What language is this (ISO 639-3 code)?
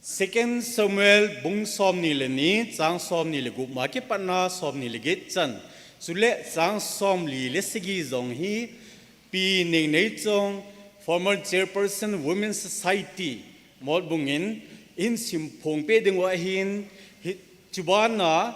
tcz